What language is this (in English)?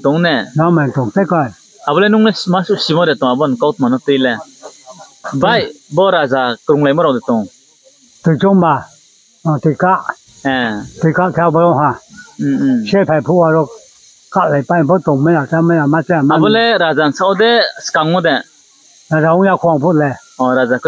Riang (India)